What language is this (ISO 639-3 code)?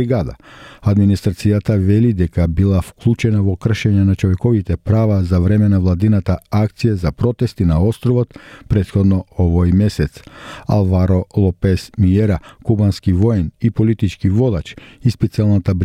mkd